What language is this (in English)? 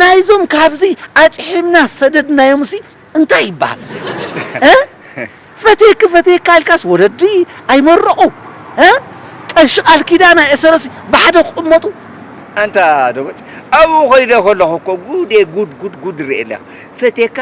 Tigrinya